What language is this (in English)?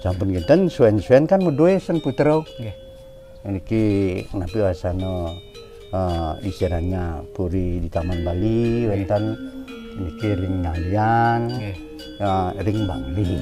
Balinese